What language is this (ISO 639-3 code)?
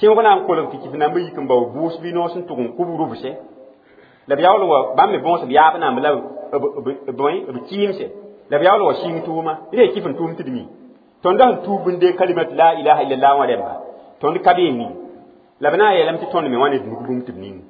mos